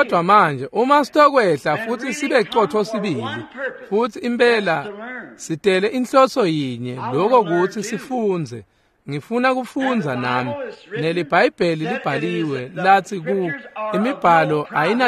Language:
Swati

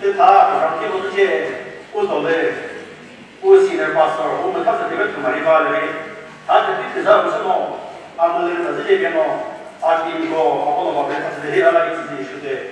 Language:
Chokri Naga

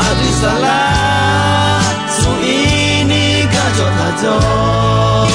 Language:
Akha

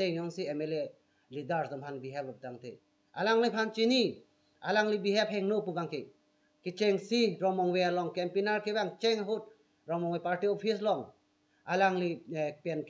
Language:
Karbi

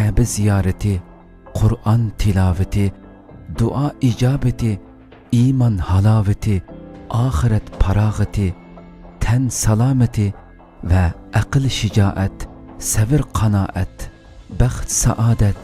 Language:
Uyghur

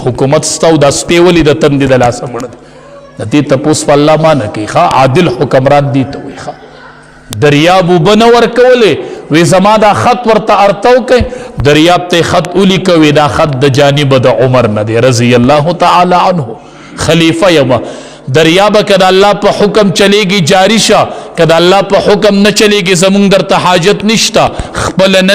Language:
Pashto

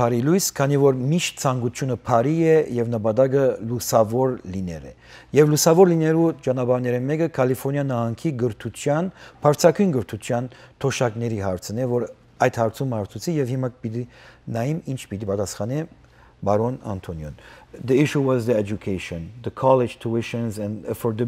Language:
Western Armenian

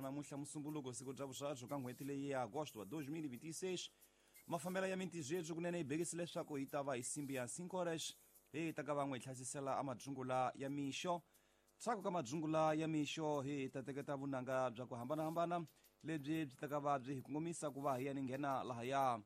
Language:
Tsonga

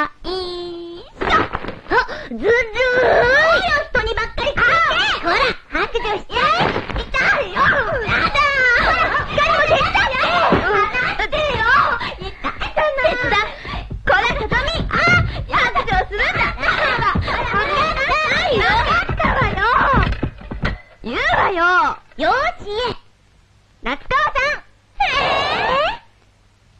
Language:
Japanese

